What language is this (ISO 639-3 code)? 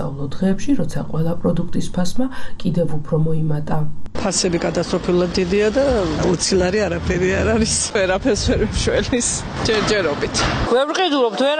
kat